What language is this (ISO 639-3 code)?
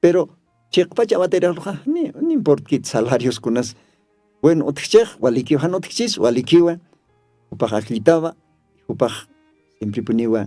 aym